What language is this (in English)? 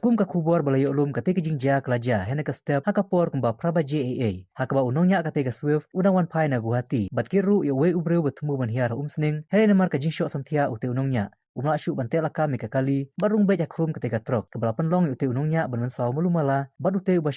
Khasi